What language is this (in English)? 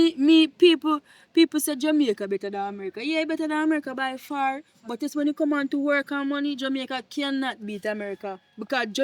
Jamaican Creole English